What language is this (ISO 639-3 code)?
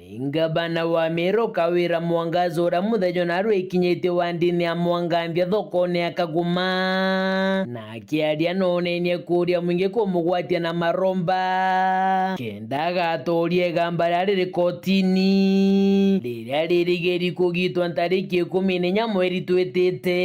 mer